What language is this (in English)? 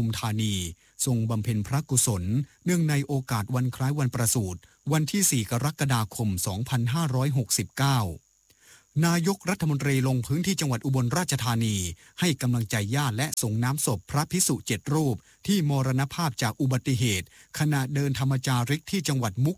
Thai